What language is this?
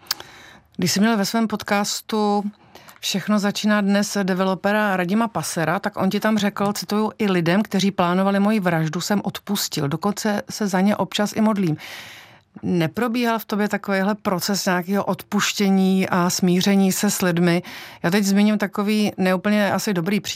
Czech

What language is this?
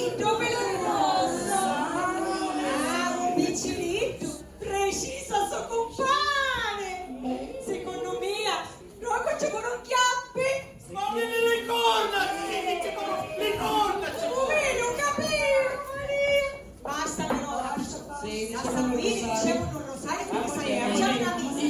Sicilian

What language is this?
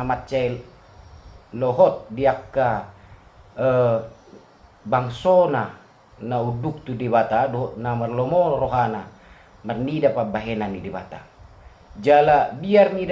Batak Toba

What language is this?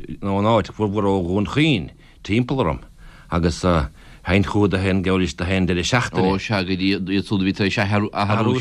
Irish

